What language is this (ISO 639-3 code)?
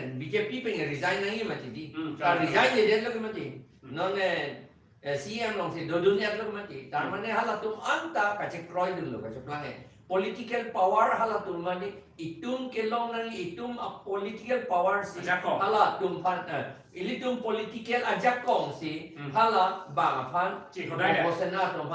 mjw